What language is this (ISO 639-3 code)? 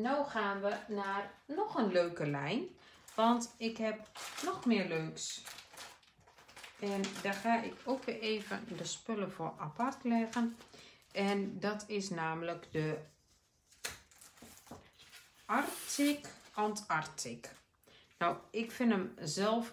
nld